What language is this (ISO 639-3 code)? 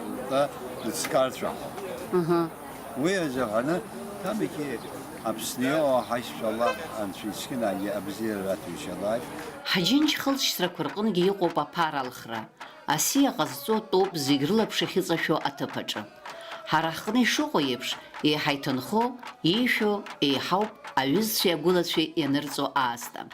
abk